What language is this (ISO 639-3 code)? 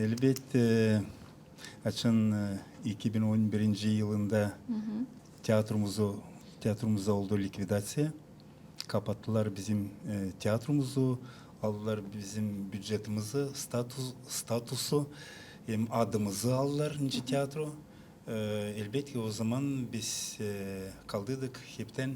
gag